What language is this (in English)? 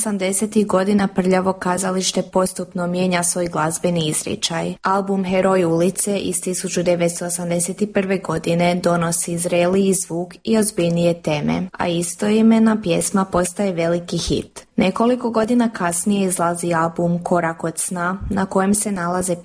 Croatian